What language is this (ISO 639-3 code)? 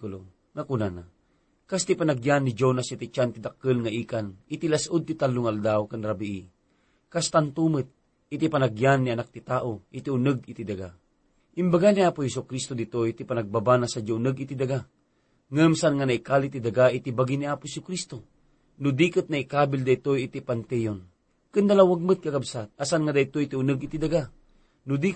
ilo